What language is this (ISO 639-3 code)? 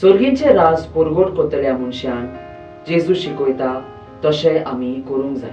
kok